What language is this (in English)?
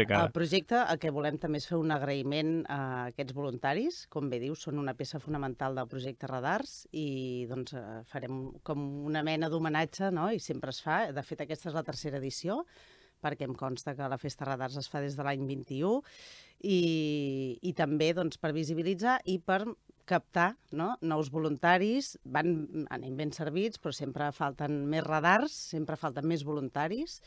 Catalan